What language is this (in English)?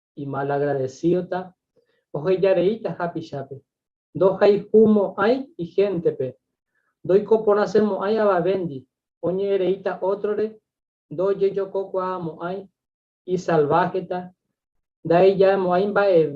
Guarani